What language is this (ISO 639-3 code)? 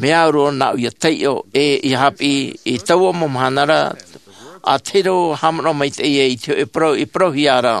tah